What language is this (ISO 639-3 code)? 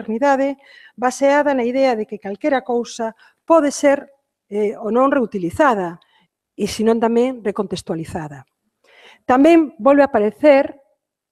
glg